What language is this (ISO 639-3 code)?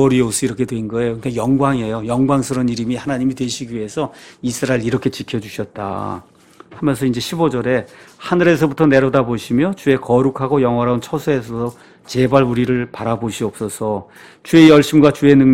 kor